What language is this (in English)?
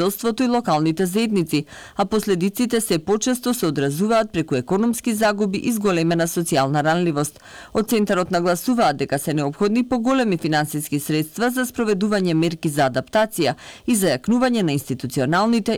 Macedonian